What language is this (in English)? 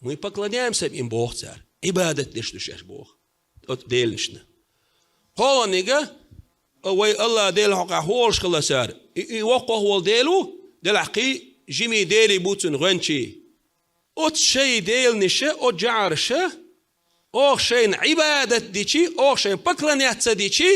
Chechen